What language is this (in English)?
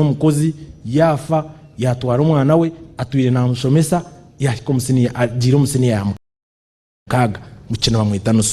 Nyankole